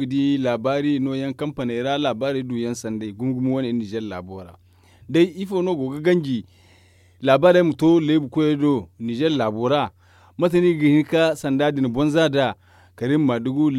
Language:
Zarma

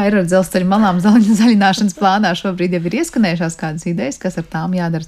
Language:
Latvian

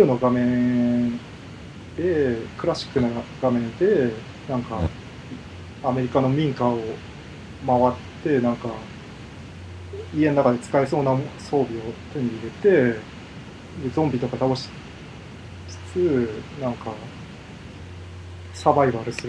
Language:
Japanese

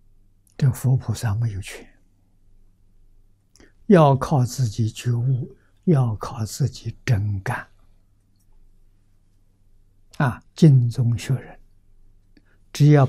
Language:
Chinese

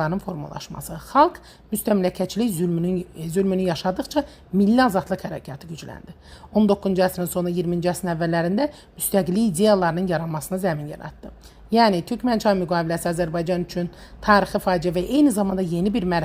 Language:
Azerbaijani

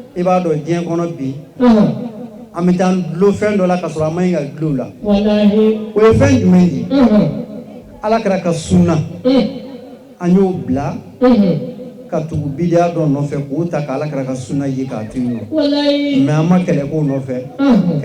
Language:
Bambara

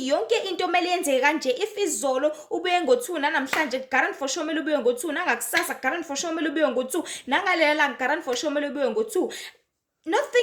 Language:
Zulu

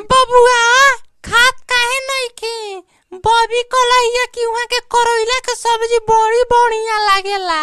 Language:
Bhojpuri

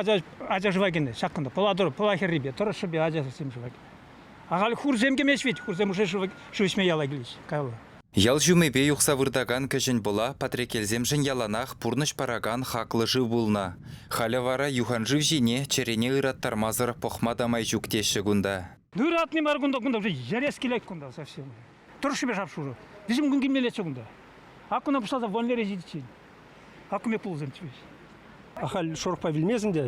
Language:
Chuvash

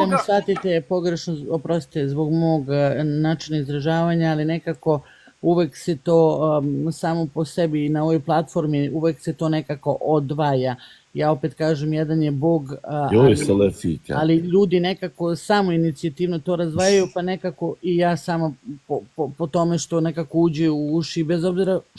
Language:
Bosnian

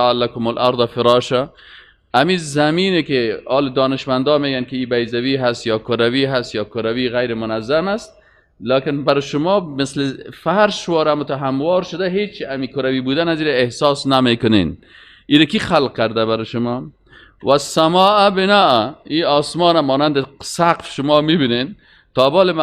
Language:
Persian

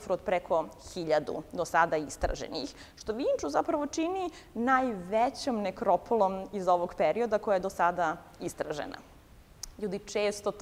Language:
Serbian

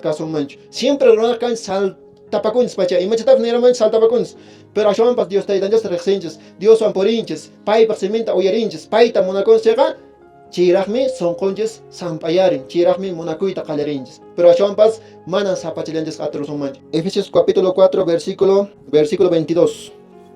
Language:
Quechua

